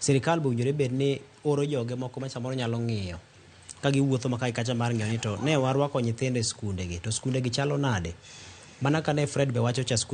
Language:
Luo (Kenya and Tanzania)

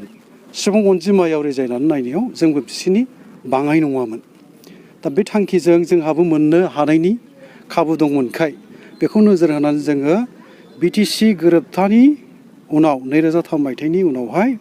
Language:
Bodo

